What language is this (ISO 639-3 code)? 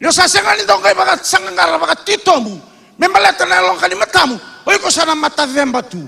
fij